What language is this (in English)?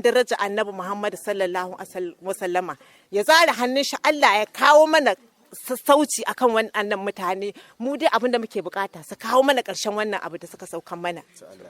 Hausa